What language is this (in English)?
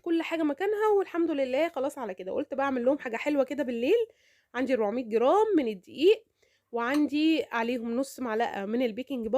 Egyptian Arabic